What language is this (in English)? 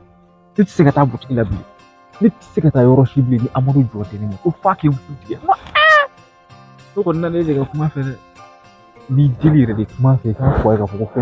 Bambara